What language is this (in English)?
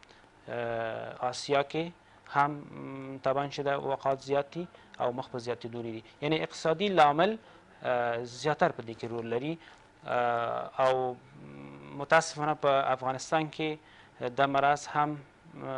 Pashto